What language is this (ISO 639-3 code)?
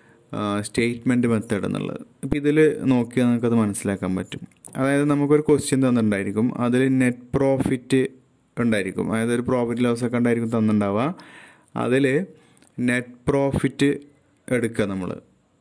mal